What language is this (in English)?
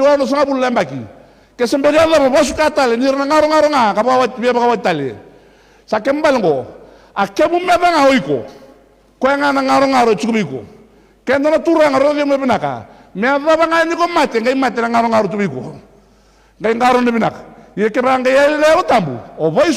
Fijian